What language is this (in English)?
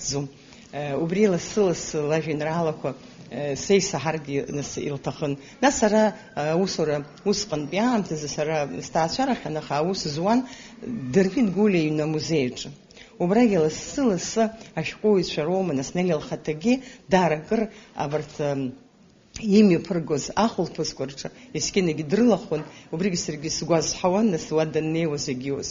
Abkhazian